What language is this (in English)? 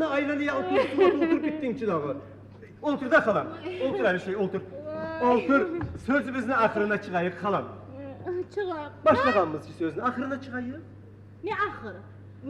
Kumyk